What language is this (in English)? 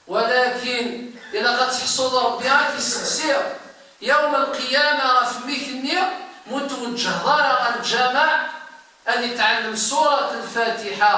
Kabyle